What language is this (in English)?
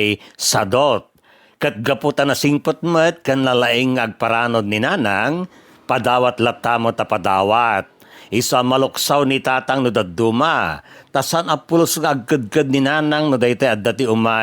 Iloko